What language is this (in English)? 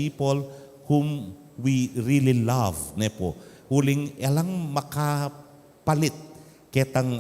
Pampanga